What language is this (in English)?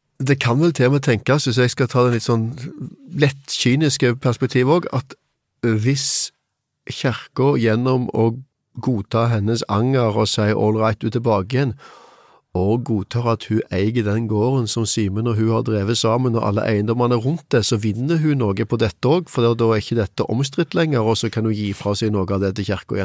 Norwegian